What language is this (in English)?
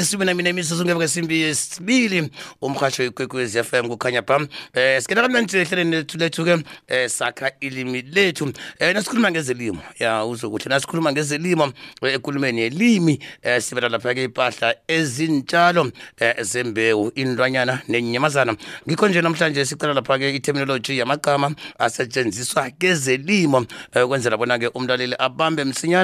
South Ndebele